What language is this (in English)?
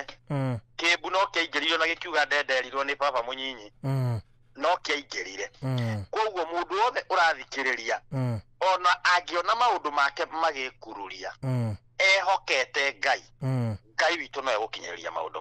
Kikuyu